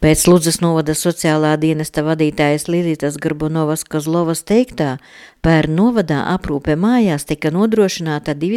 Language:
Latvian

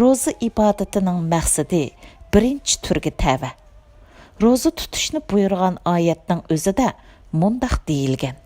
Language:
Uyghur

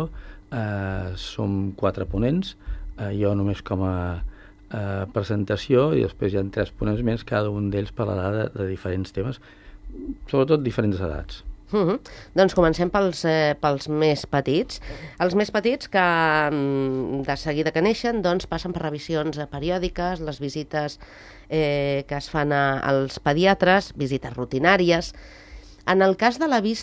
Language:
Catalan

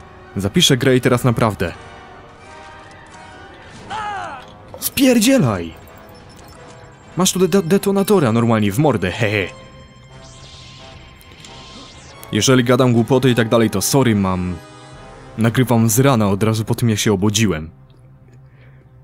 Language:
Polish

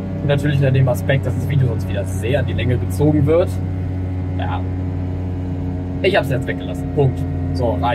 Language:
German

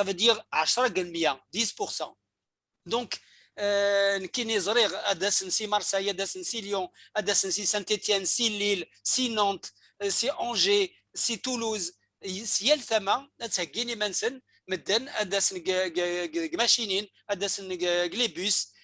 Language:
Kabyle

